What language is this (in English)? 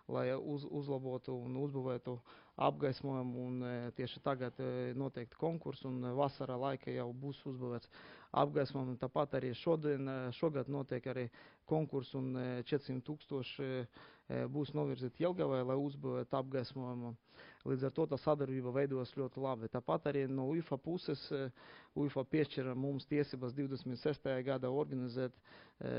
Latvian